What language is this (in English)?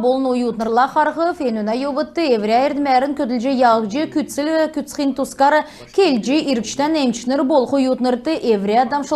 Kalmyk